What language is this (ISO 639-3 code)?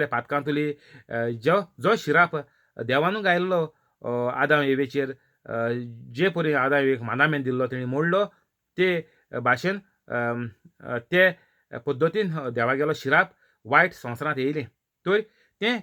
kok